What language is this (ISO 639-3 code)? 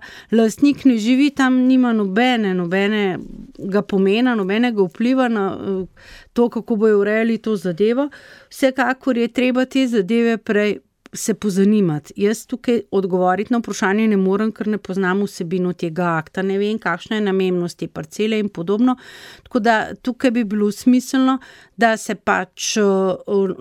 slv